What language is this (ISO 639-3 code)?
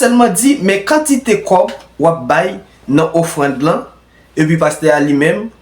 hat